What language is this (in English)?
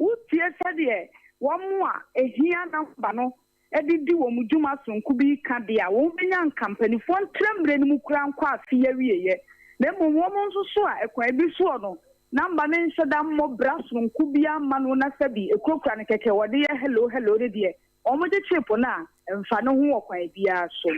Akan